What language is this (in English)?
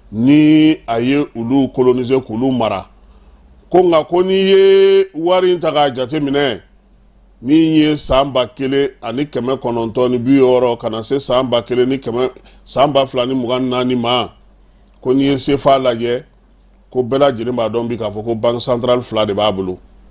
Bambara